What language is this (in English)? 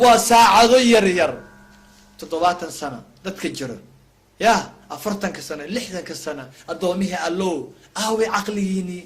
Somali